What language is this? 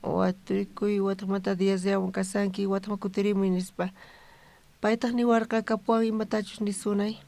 South Bolivian Quechua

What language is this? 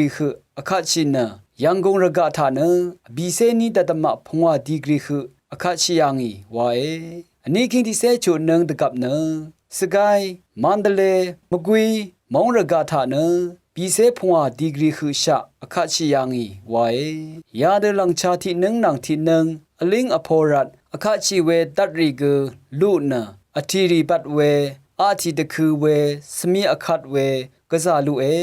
Rawang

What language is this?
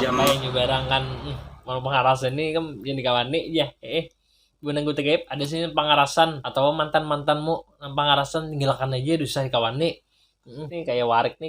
Banjar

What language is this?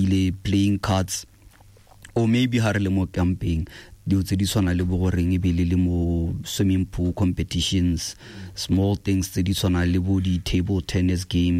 Tswana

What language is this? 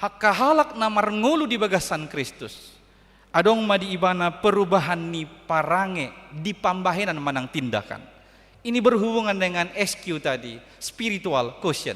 Batak Toba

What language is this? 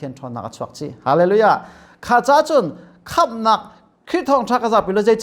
Hakha Chin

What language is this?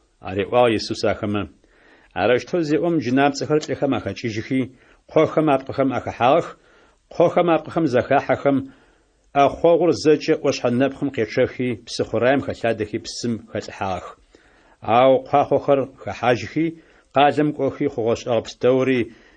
Adyghe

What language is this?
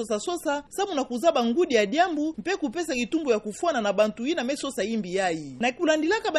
Kituba (Democratic Republic of Congo)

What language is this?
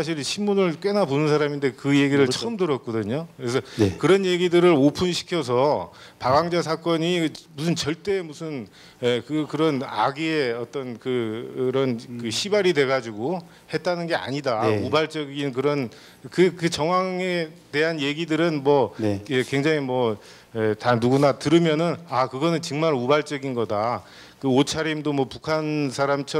Korean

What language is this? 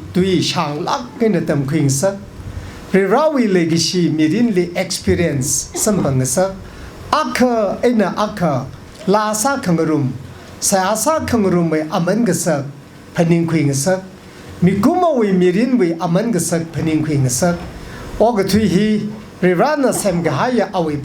Tangkhul Naga (India)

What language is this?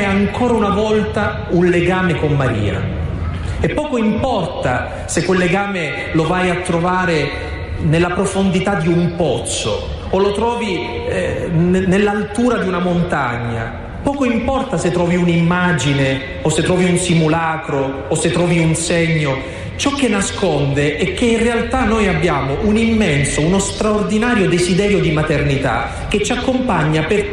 Italian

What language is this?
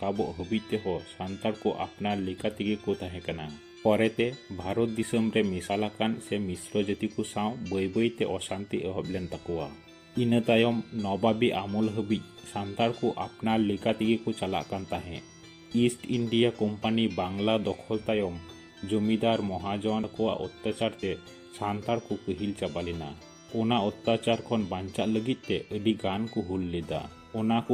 Santali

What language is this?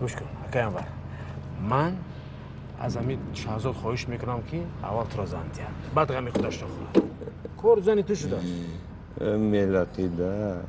Tajik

